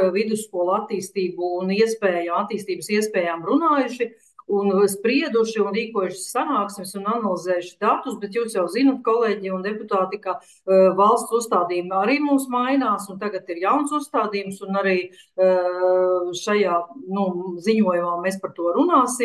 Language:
Latvian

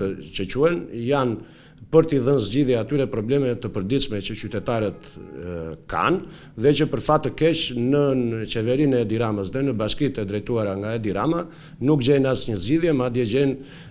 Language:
Albanian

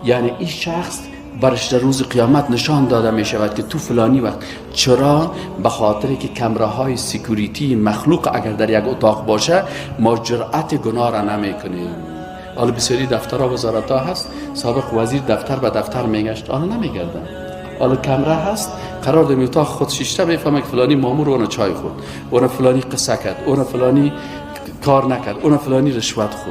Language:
Persian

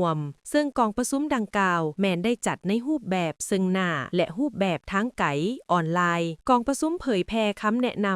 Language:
Lao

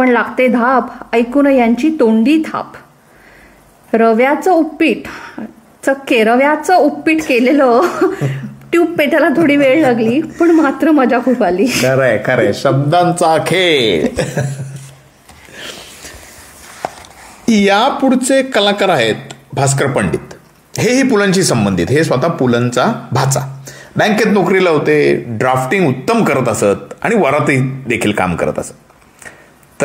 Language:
Marathi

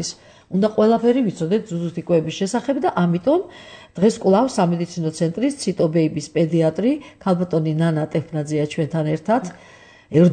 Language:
Georgian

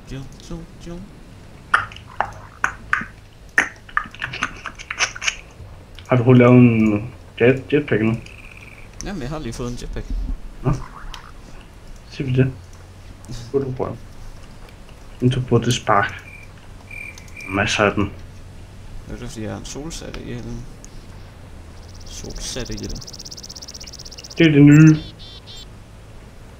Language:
Danish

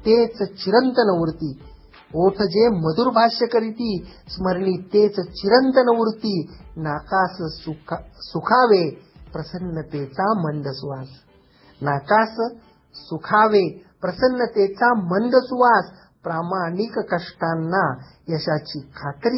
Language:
Marathi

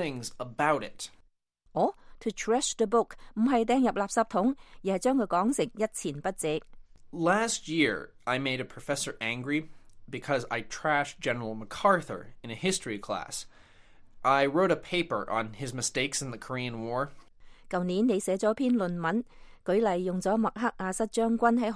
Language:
Cantonese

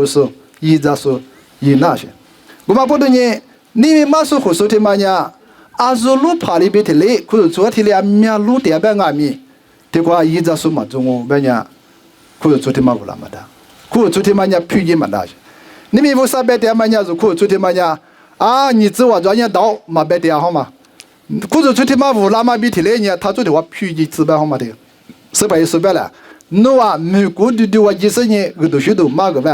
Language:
Lisu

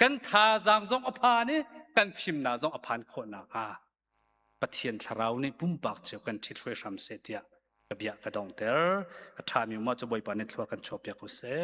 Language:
Hakha Chin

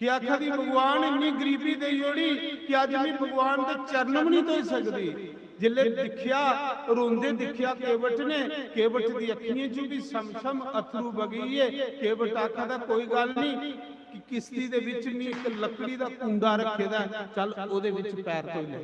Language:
Dogri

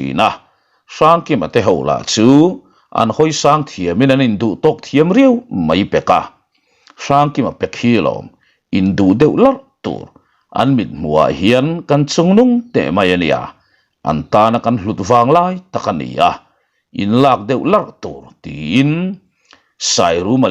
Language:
Mizo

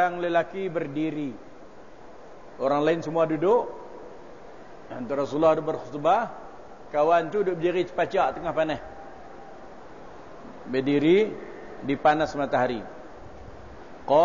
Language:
Malay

